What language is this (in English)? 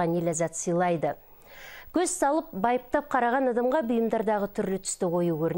Kazakh